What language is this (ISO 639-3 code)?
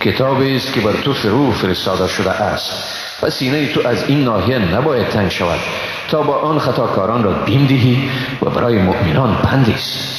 fas